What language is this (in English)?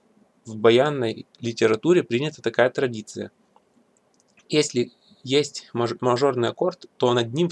Russian